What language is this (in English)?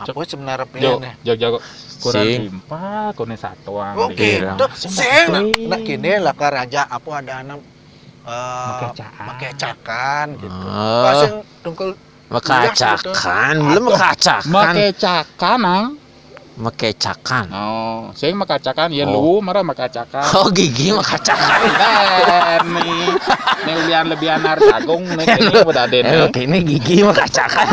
Balinese